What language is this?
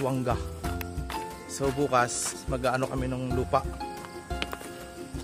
Filipino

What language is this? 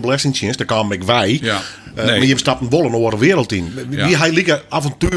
Western Frisian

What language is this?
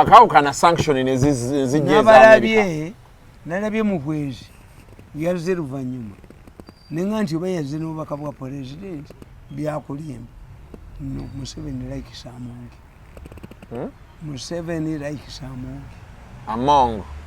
Ganda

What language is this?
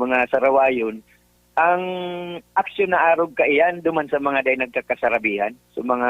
Bikol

